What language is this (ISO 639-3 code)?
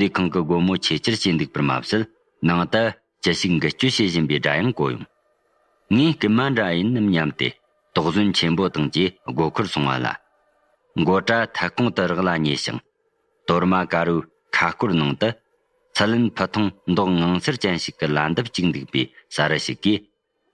bod